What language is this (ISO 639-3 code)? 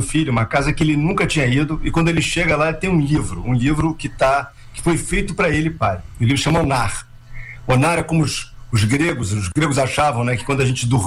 por